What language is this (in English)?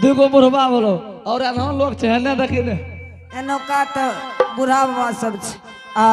Angika